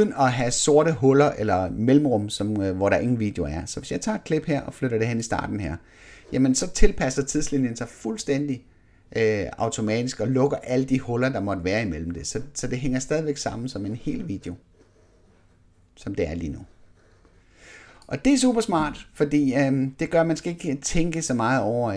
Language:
Danish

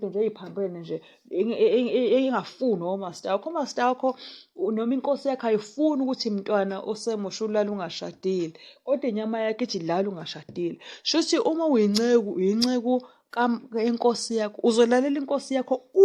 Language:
Zulu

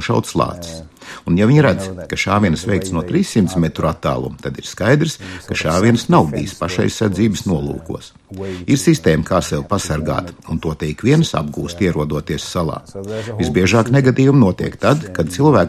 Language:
Latvian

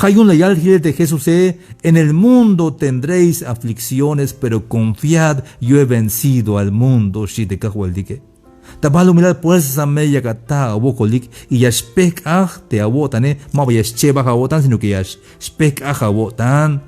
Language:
Tzeltal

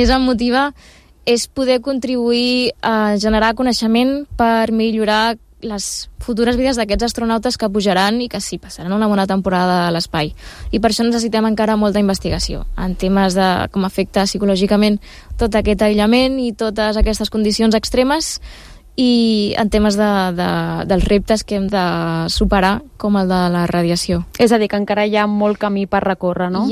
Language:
Catalan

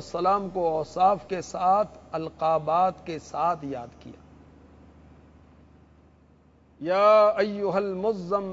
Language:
Urdu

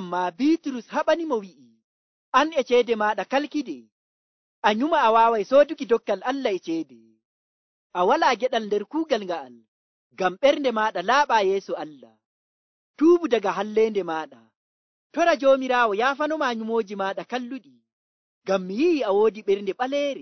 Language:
Nigerian Fulfulde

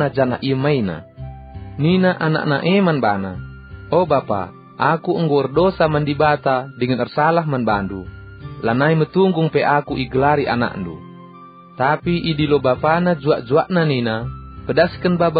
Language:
Batak Karo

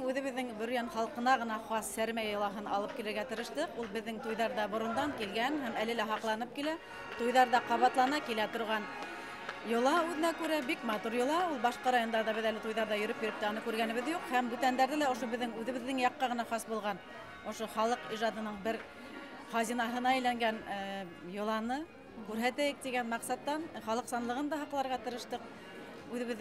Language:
Bashkir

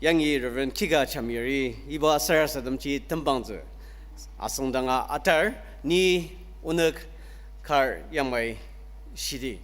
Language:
Ao Naga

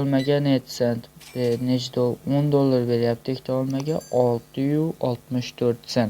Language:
Uzbek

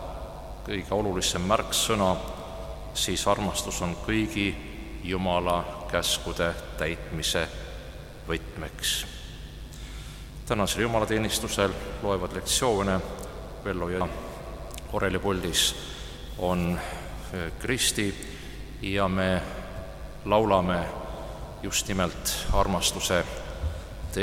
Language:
Estonian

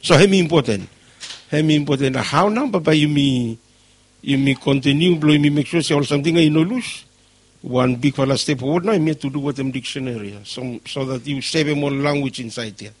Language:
Bislama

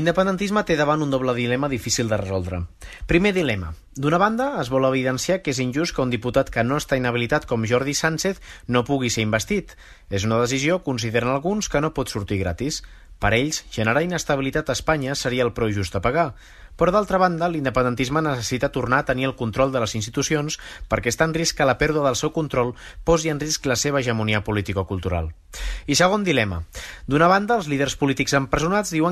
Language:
Catalan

